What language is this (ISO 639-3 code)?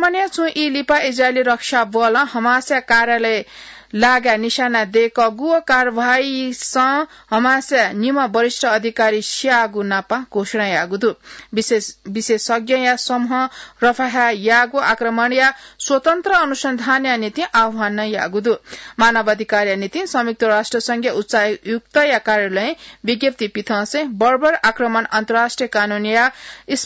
new